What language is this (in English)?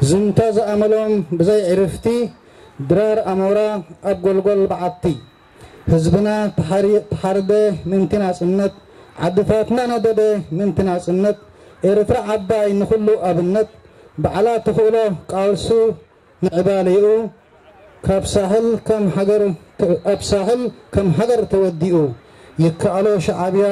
Tigrinya